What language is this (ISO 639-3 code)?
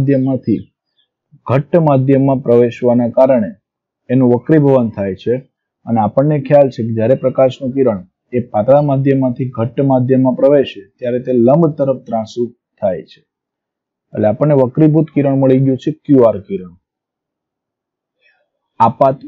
guj